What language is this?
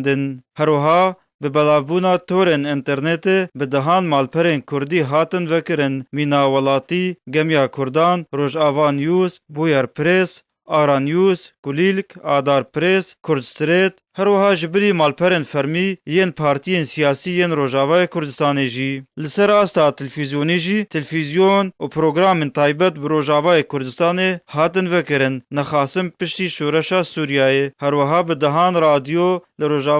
Kurdish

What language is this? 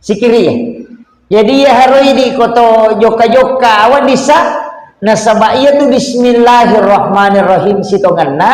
Buginese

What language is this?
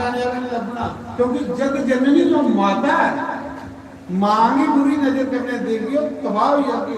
Dogri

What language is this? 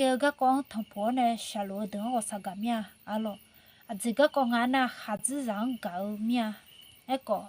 Akha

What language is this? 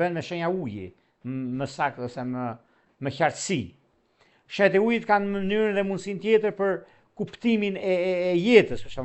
Albanian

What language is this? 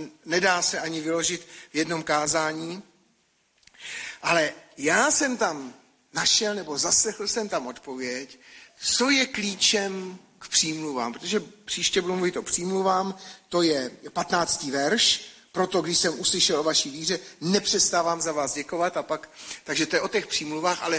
Czech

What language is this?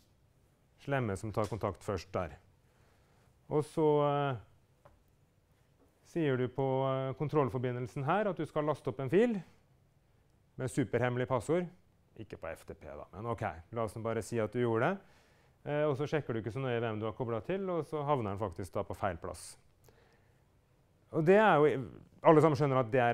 Norwegian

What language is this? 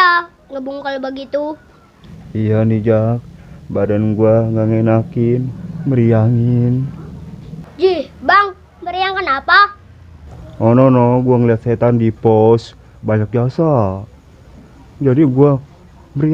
Betawi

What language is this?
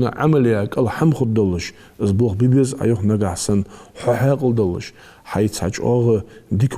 Ingush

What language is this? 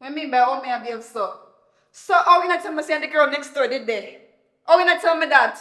Jamaican Creole English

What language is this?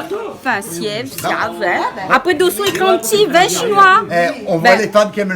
Réunion Creole French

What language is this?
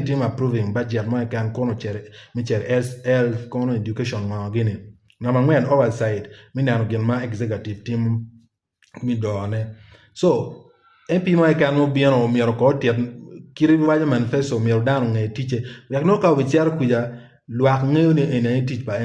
Acoli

